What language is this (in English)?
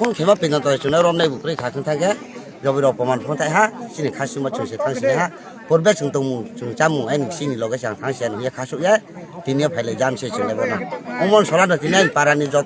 Kok Borok